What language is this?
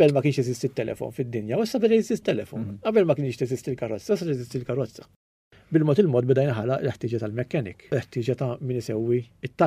Maltese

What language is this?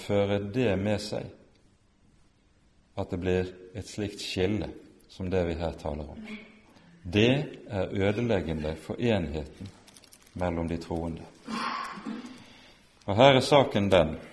Norwegian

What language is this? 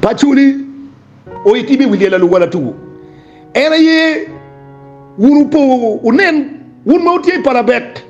Acoli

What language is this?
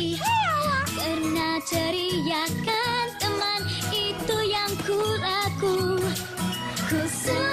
Malay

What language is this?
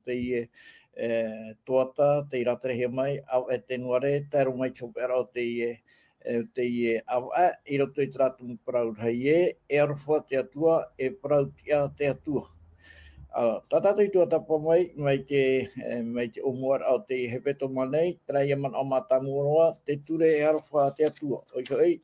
Tahitian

